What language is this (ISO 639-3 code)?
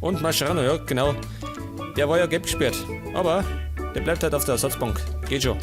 bar